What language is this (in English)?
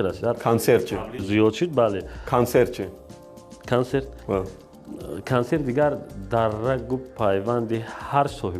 Tajik